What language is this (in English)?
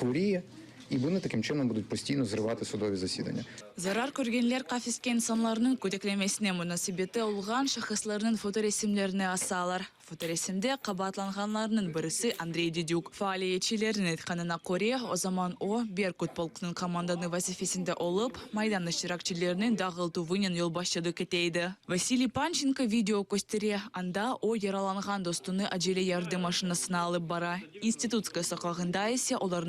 Crimean Tatar